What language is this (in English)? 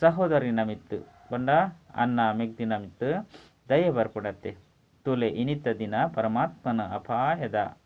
Tulu